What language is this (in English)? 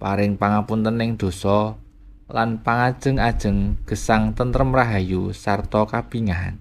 Javanese